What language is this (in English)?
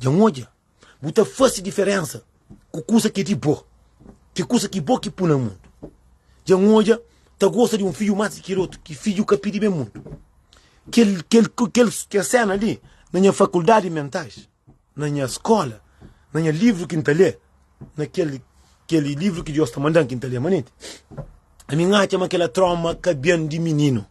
Kabuverdianu